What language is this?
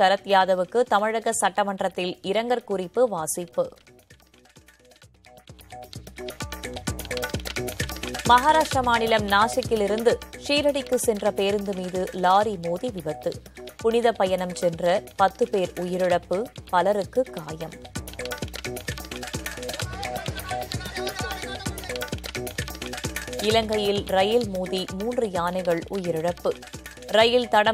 Tamil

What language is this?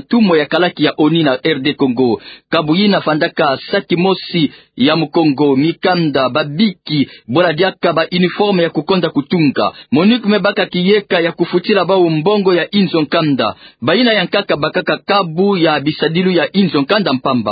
Kituba (Democratic Republic of Congo)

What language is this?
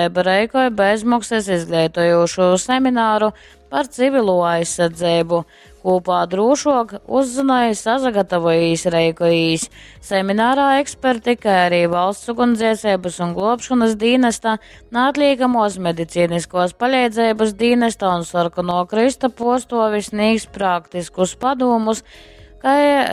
Latgalian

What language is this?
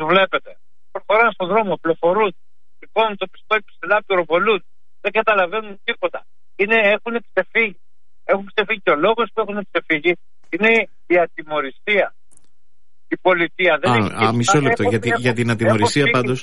Greek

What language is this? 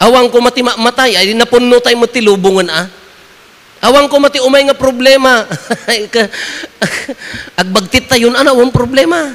Iloko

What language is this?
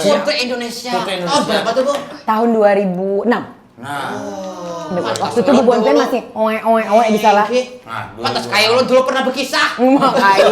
Banjar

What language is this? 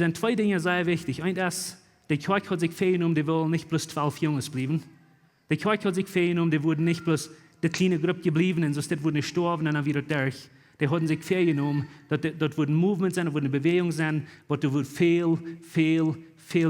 Plautdietsch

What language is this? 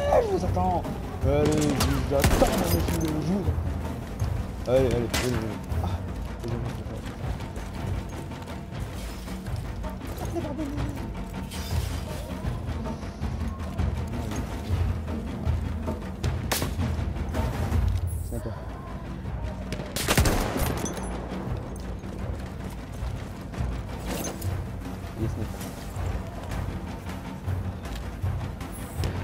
French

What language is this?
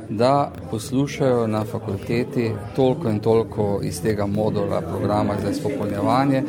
Slovenian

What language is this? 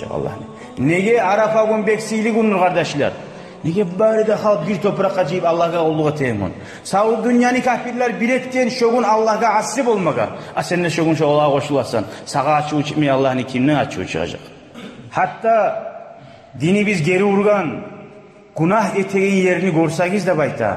Kumyk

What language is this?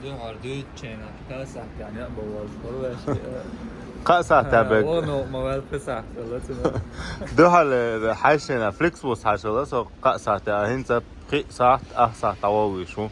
Chechen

